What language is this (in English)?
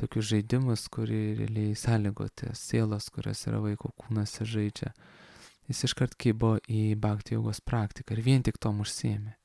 Lithuanian